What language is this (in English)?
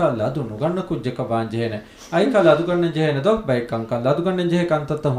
Divehi